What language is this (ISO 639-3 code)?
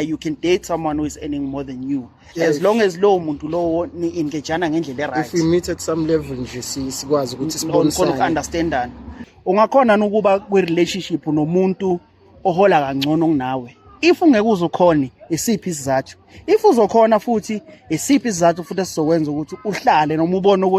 zul